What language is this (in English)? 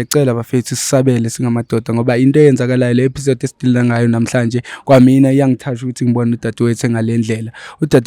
Zulu